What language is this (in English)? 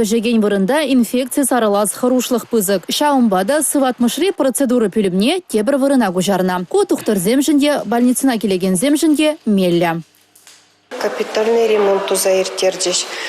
Chuvash